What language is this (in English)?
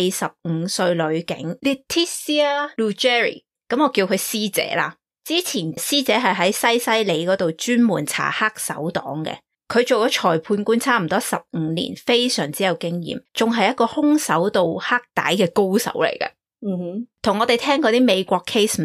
Cantonese